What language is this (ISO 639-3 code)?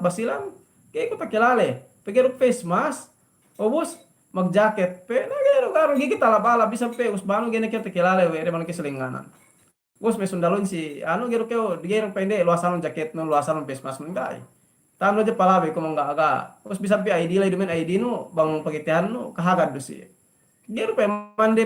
yka